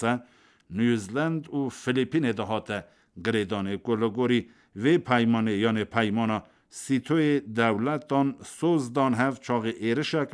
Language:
Kurdish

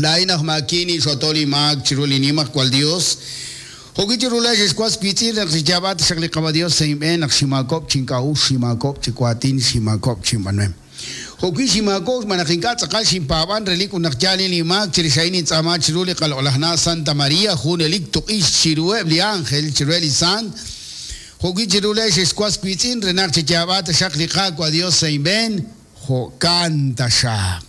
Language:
Kekchí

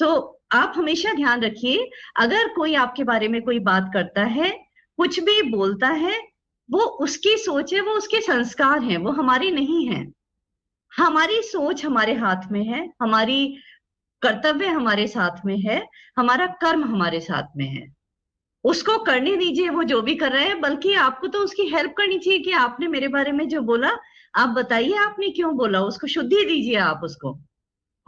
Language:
Hindi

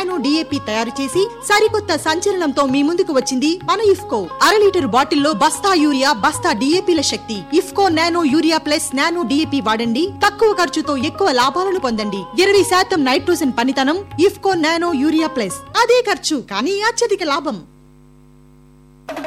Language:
Telugu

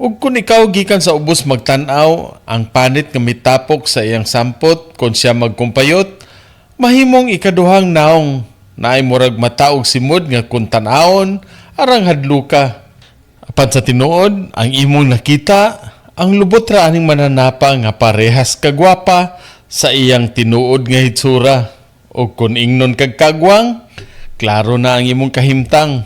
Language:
Cebuano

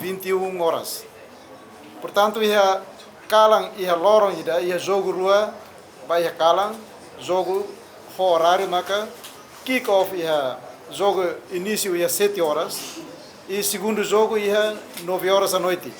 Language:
Tetum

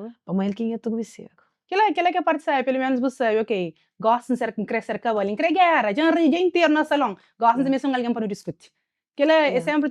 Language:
Kabuverdianu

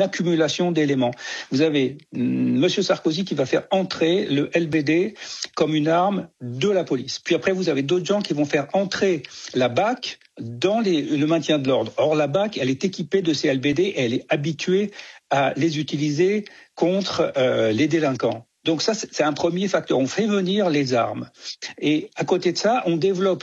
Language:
French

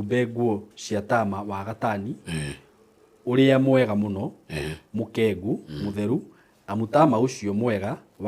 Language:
Kikuyu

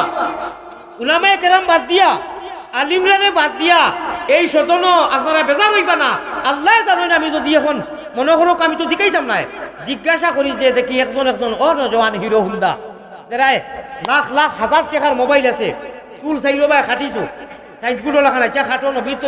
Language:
Sylheti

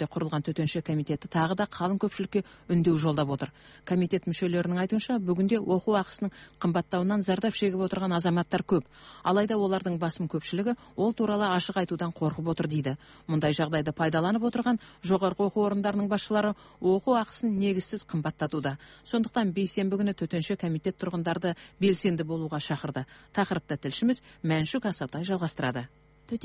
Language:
Kazakh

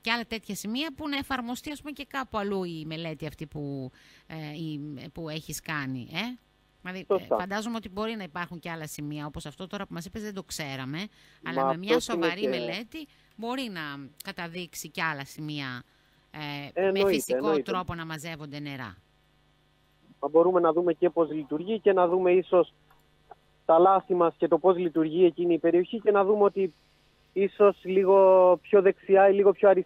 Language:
Greek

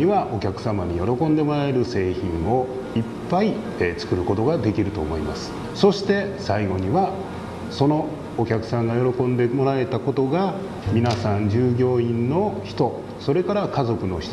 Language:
Japanese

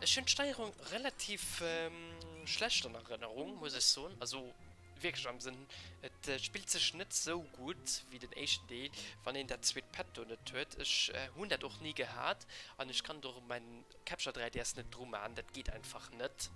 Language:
Luxembourgish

